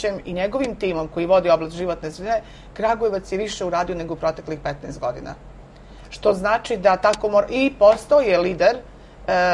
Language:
Serbian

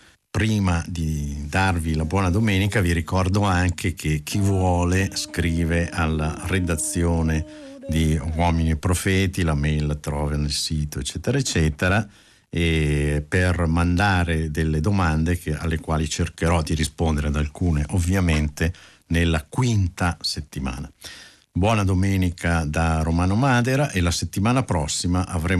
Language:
Italian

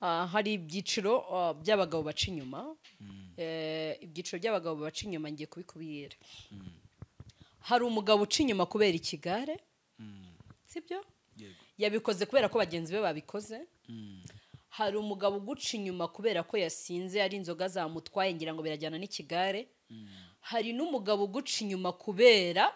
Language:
Kinyarwanda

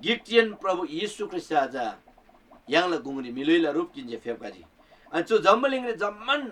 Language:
Eastern Tamang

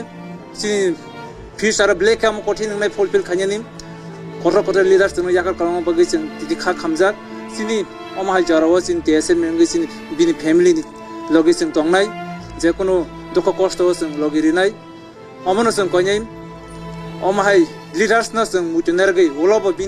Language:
Kok Borok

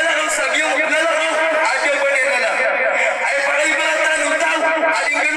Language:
Maranao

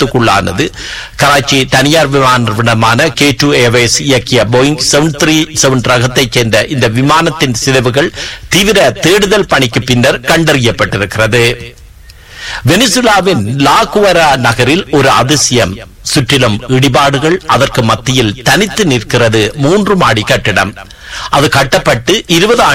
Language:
Tamil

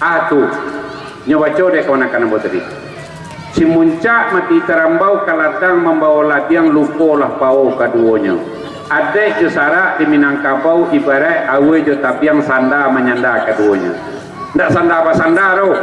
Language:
Minangkabau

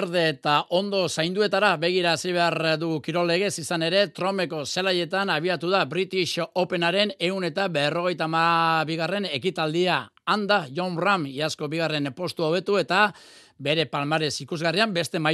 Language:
Basque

